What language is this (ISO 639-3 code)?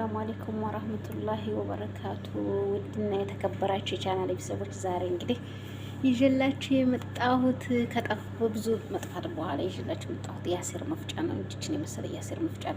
amh